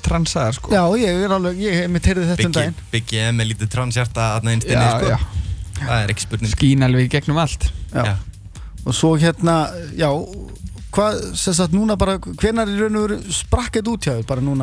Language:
Icelandic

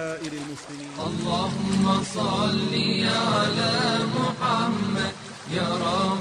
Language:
Bosnian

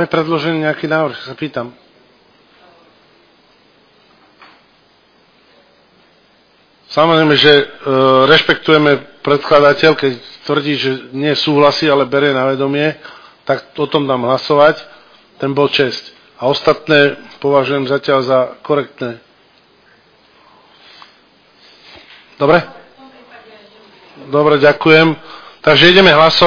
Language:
Slovak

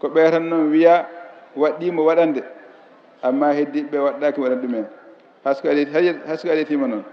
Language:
Fula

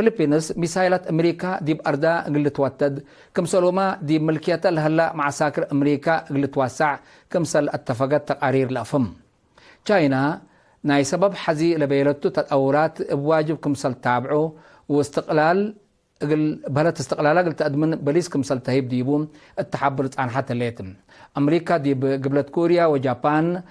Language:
Tigre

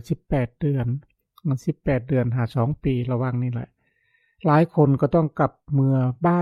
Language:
Lao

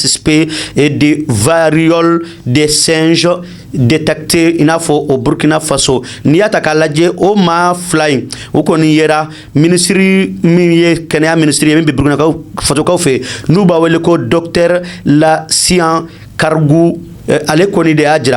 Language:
Bambara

